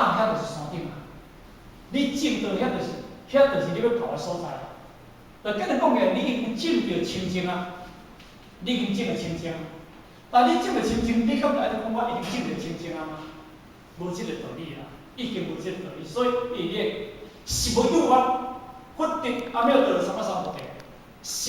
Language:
Min Nan Chinese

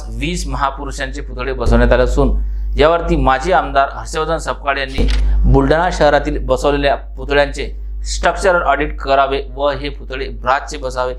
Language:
Marathi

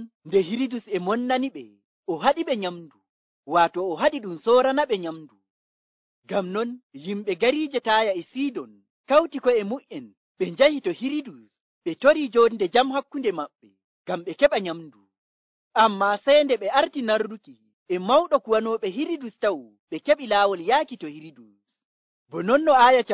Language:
Nigerian Fulfulde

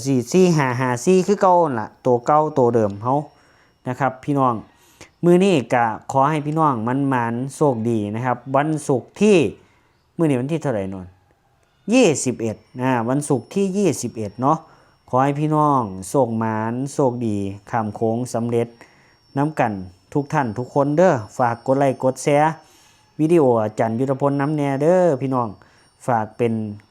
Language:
Lao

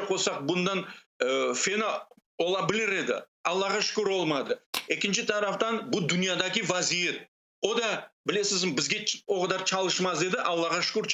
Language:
Crimean Tatar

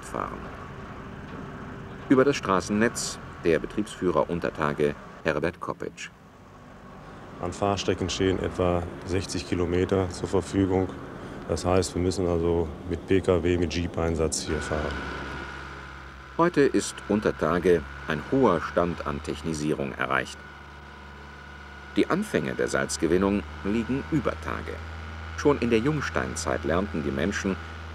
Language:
German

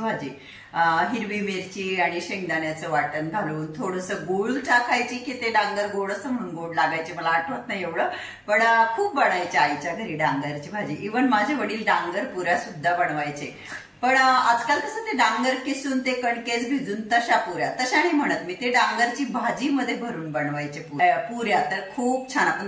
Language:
Marathi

